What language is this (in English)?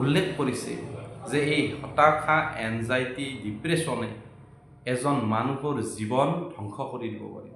Assamese